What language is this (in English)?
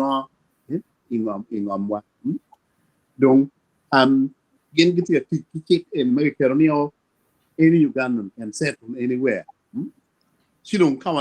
Acoli